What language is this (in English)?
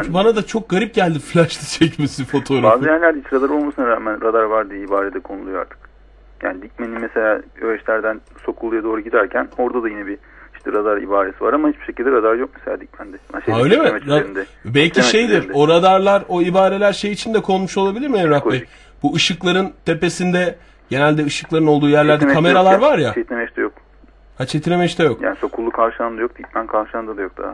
Turkish